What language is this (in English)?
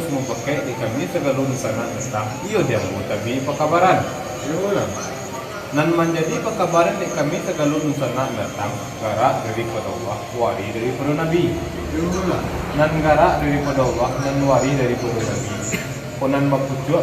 Minangkabau